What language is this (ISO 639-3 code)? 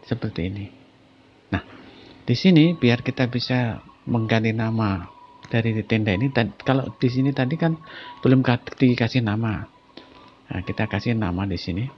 ind